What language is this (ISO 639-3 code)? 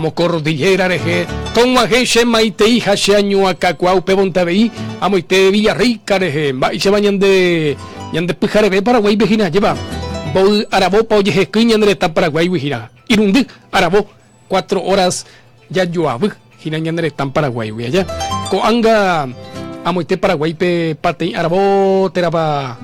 grn